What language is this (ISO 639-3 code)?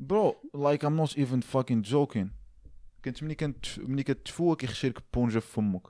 ary